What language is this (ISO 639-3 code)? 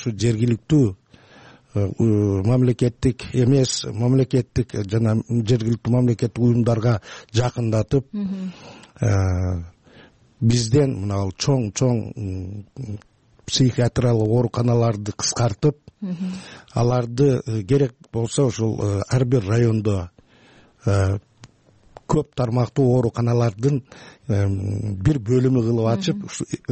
kir